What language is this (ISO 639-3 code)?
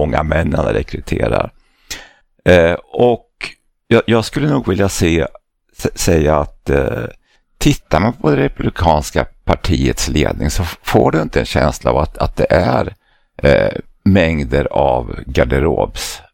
swe